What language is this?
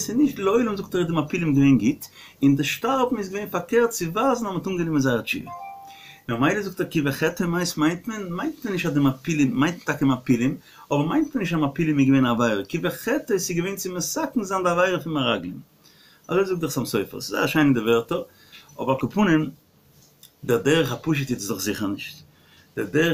Yiddish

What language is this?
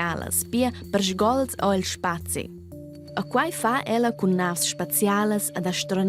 Romansh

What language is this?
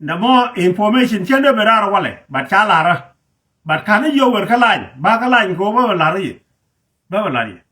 Nuer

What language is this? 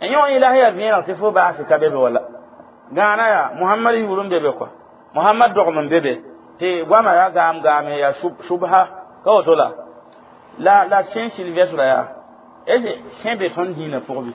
Mossi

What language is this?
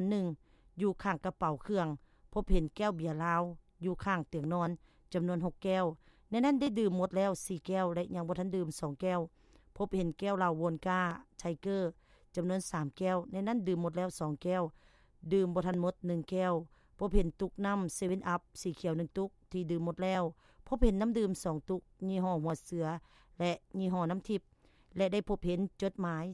Lao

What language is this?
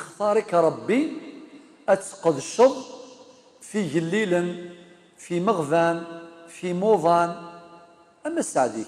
Kabyle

